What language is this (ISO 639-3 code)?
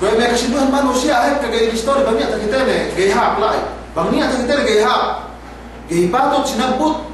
yka